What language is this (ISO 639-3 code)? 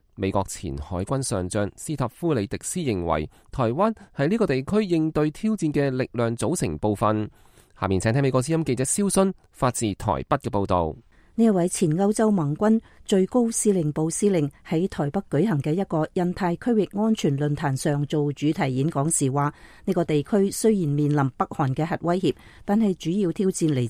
yue